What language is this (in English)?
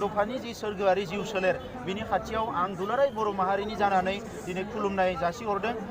Bodo